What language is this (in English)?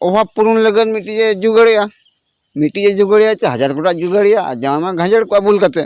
Santali